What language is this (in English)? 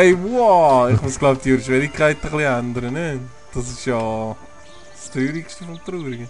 Swiss German